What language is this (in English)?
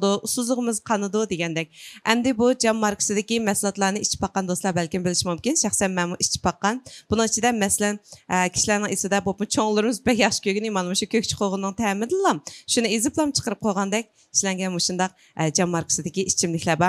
Uyghur